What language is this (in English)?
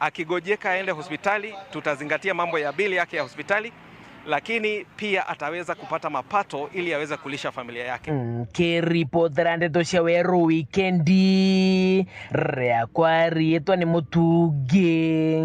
Meru